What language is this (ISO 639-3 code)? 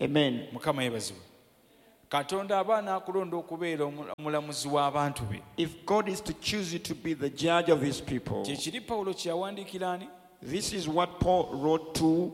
lug